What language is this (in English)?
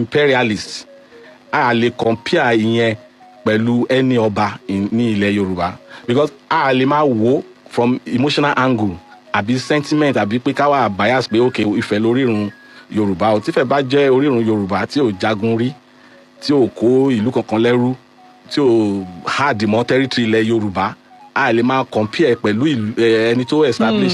Yoruba